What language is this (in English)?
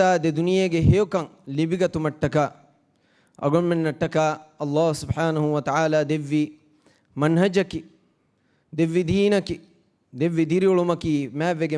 Divehi